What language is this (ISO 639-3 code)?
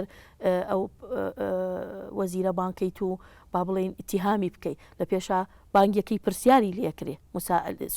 ckb